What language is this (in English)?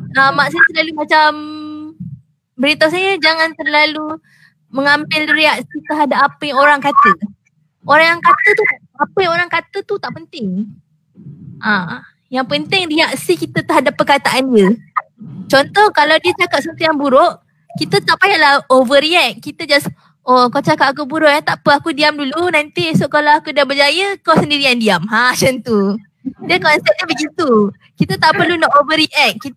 Malay